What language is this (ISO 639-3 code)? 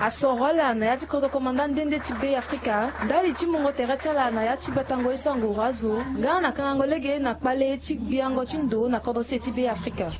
sag